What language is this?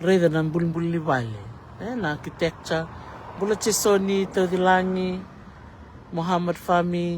Fijian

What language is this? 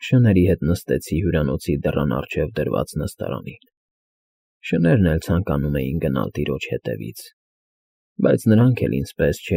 Armenian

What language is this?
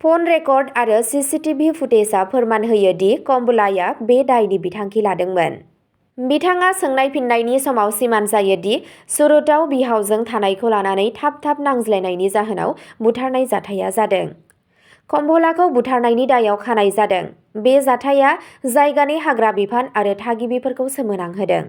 Bodo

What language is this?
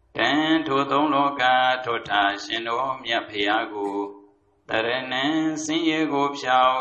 Burmese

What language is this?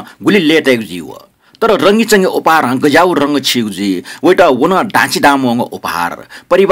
Newari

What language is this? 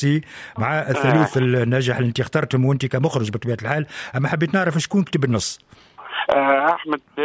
Tunisian Arabic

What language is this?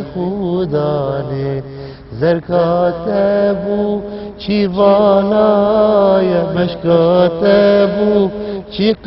Kurdish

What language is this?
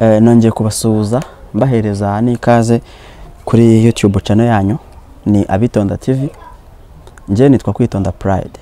Kinyarwanda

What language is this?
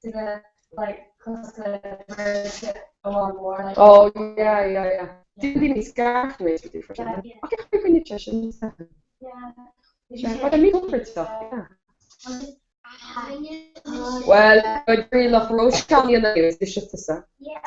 Irish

